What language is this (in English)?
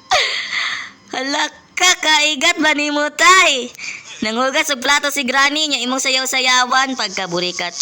Cebuano